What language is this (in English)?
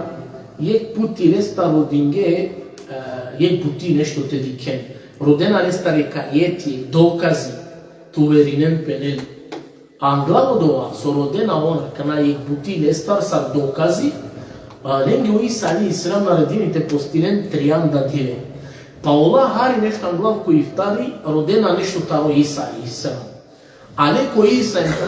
Balkan Romani